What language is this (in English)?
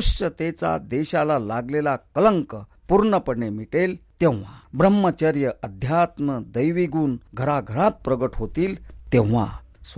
Marathi